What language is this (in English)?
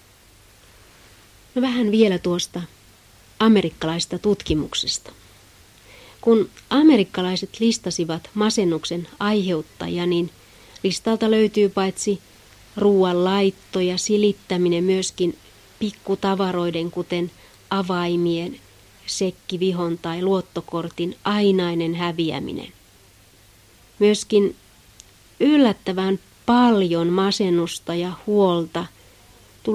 Finnish